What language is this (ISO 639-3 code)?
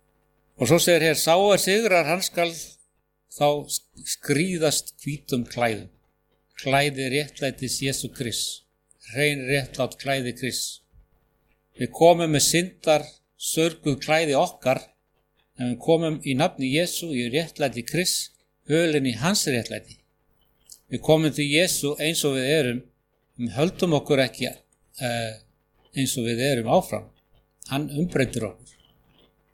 isl